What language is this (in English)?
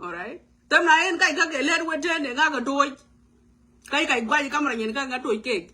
Nuer